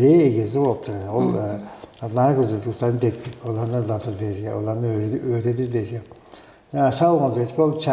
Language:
Tuvinian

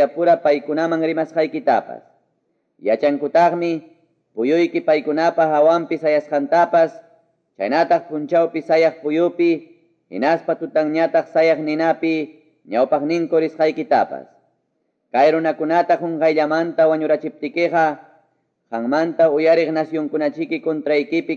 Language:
Quechua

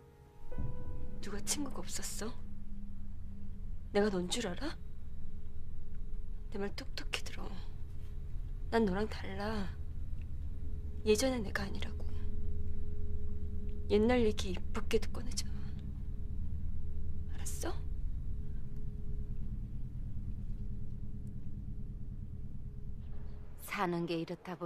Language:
Korean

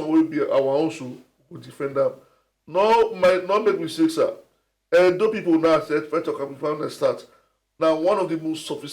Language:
Nigerian Pidgin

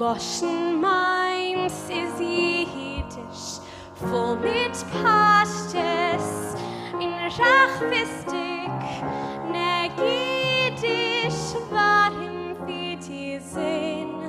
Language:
Yiddish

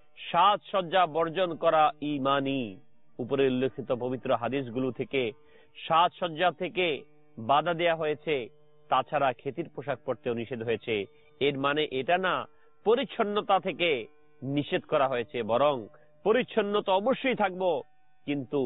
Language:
Bangla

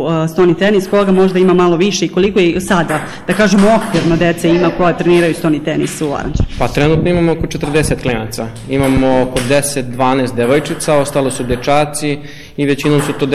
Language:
Serbian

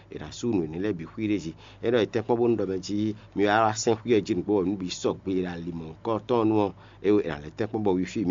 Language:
Fon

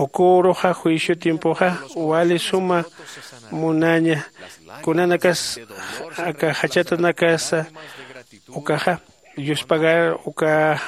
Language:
Aymara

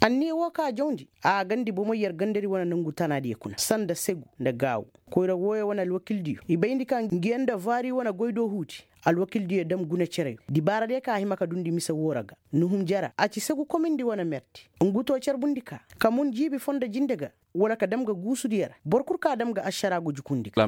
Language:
Koyraboro Senni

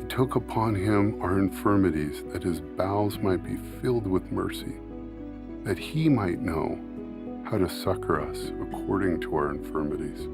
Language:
Tahitian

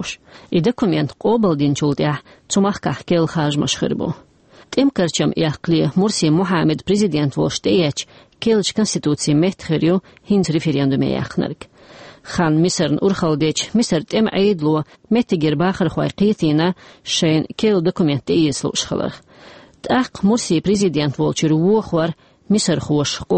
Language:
Chechen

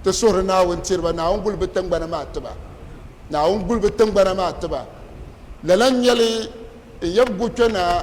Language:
Dagbani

